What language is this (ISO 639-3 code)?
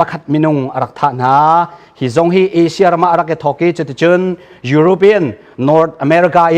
cnh